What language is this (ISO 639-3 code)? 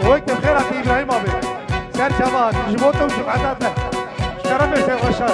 kur